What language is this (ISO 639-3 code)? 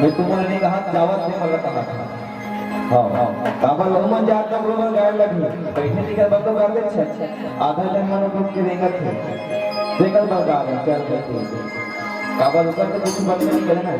hne